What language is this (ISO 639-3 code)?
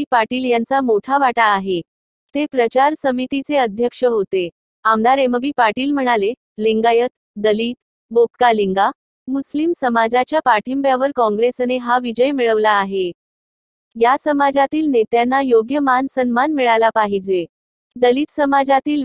mar